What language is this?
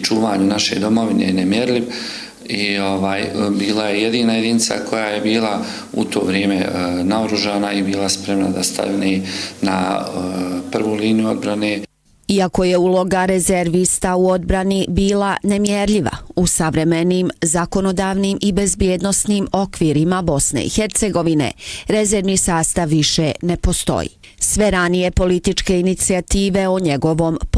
Bosnian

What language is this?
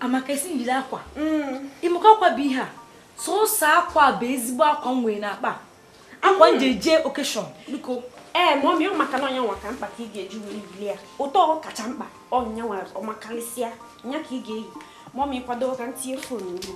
Igbo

